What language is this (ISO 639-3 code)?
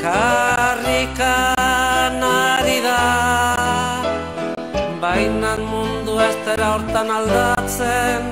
eus